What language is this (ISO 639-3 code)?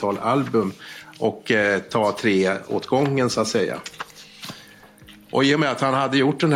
swe